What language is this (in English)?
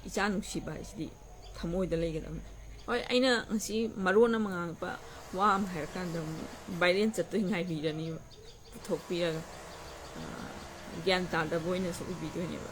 Manipuri